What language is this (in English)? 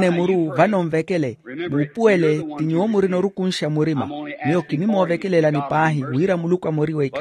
Makhuwa